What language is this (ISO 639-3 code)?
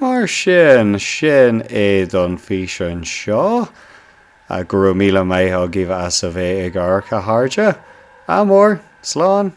gle